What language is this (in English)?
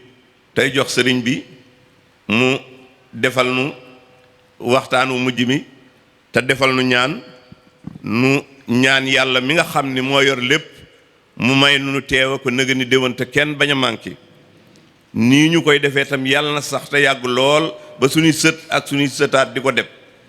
Wolof